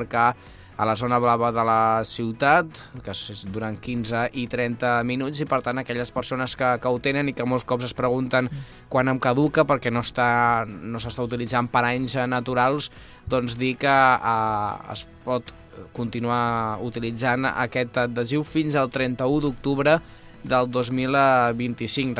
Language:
Catalan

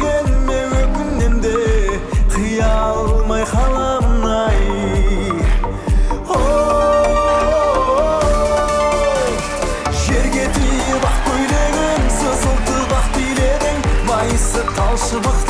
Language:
Kazakh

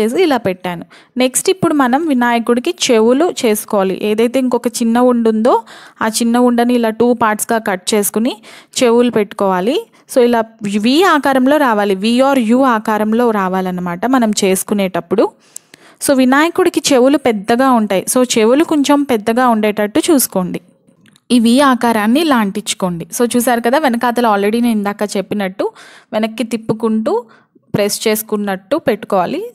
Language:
Telugu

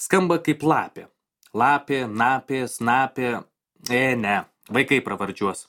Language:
Lithuanian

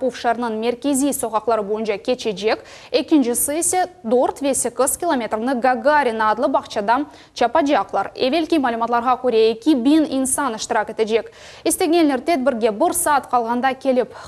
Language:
Crimean Tatar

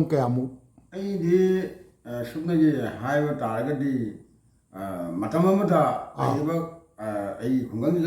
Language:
Manipuri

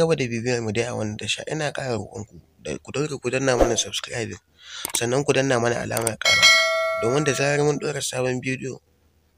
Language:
Hausa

